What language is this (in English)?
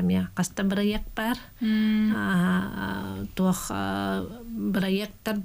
Yakut